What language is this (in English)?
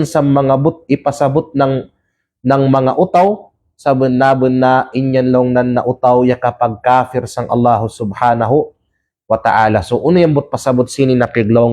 Kalagan